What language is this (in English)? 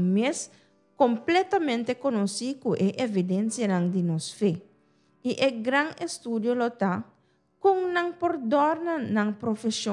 Papiamento